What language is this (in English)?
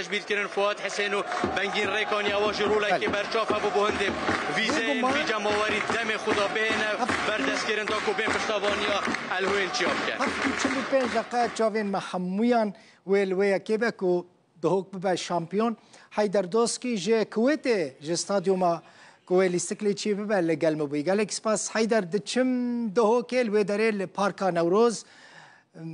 Kurdish